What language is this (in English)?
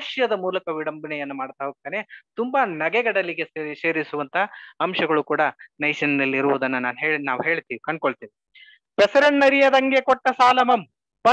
Kannada